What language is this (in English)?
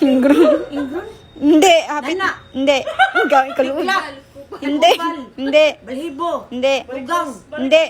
Cebuano